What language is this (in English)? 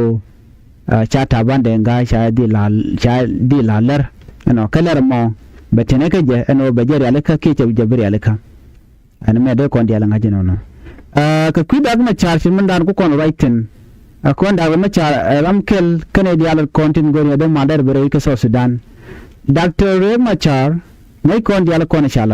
Nuer